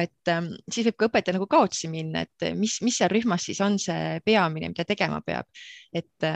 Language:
Estonian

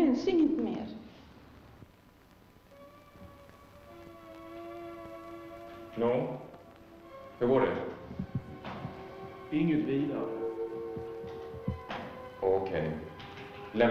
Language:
Swedish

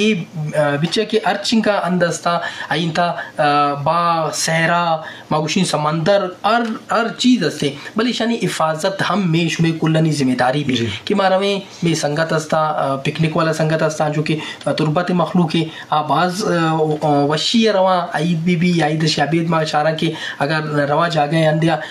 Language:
Eastern Balochi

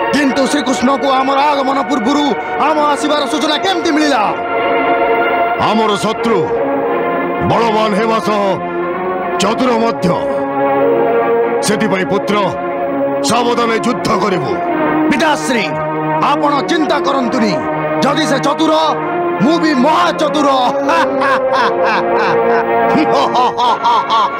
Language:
Odia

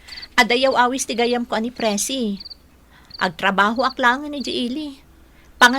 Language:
Iloko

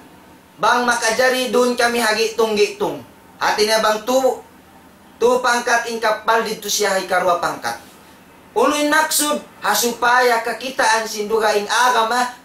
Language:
Tausug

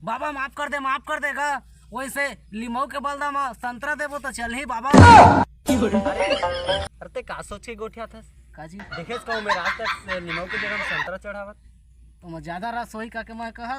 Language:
Chhattisgarhi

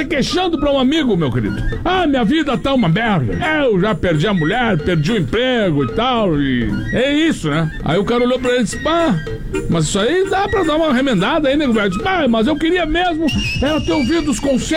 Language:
Portuguese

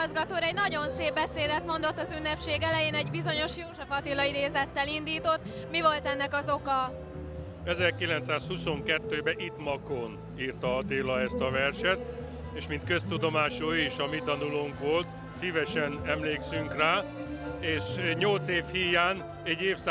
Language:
Hungarian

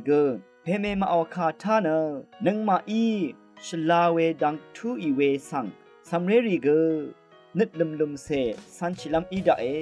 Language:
Rawang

